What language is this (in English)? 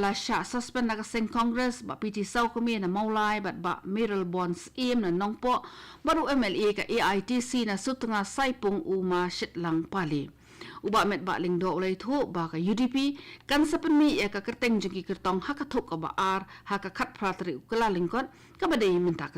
Khasi